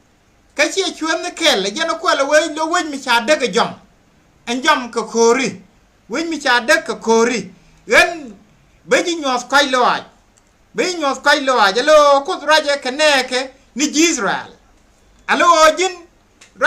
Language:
Nuer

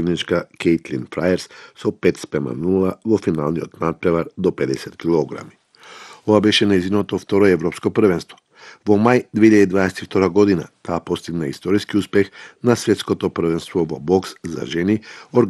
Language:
Macedonian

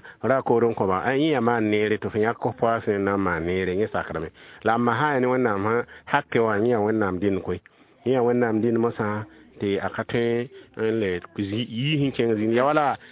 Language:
Mossi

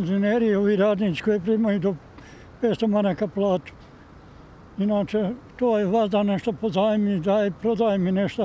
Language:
Bosnian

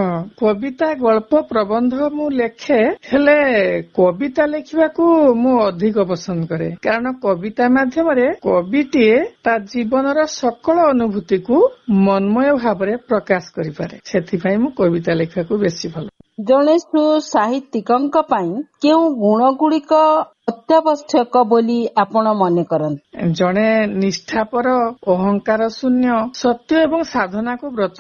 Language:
Odia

